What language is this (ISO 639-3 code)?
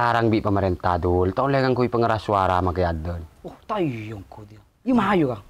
mad